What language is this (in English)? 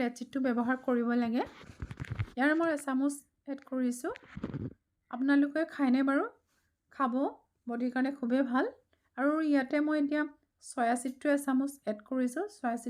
Assamese